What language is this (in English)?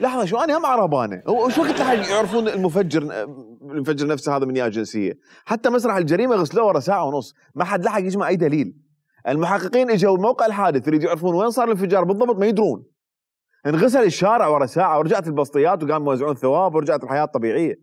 Mesopotamian Arabic